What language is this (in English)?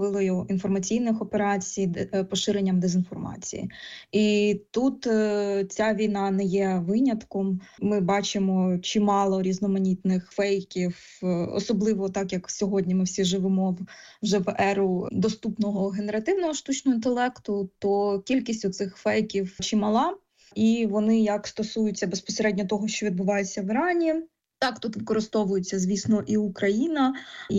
Ukrainian